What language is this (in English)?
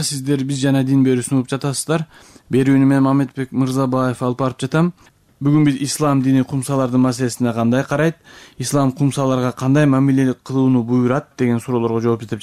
Kyrgyz